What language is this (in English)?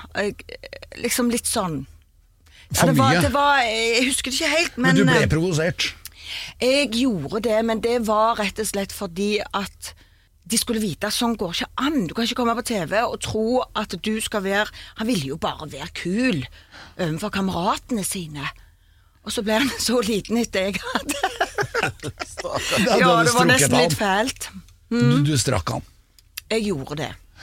Norwegian